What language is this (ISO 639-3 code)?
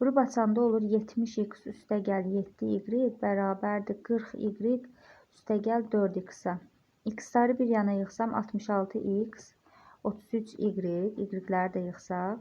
aze